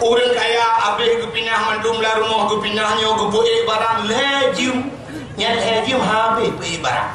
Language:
Achinese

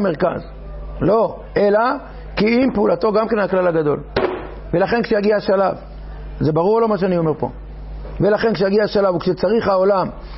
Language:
Hebrew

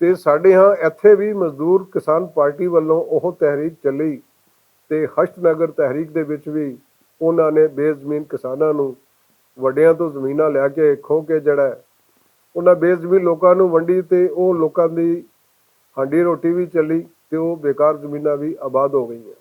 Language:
Western Panjabi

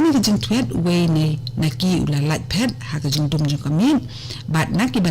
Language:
Khasi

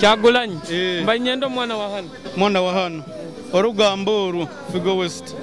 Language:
Nyoro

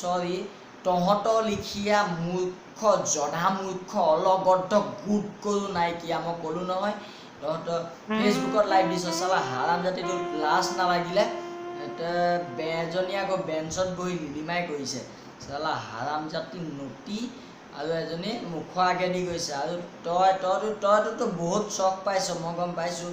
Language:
Assamese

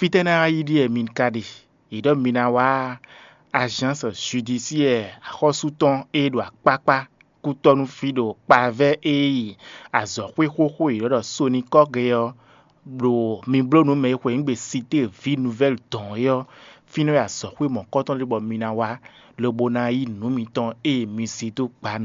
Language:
Fon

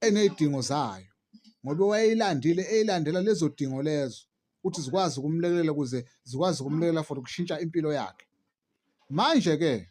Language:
Zulu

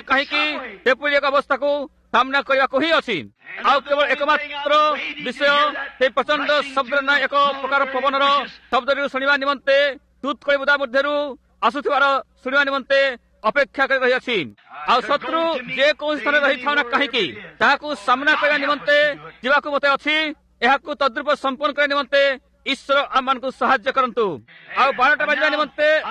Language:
Odia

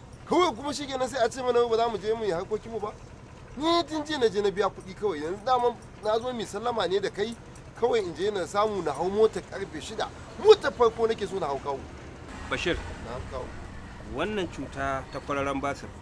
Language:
Hausa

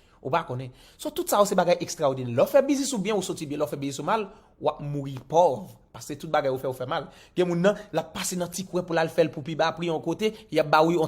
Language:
Haitian Creole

